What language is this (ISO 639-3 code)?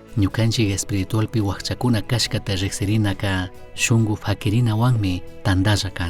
qug